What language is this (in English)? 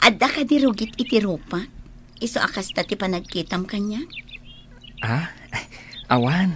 Iloko